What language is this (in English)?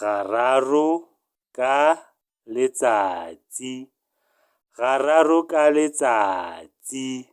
Tswana